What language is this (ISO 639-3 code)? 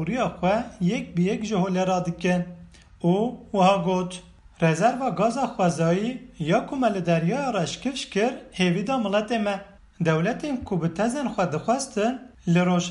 kur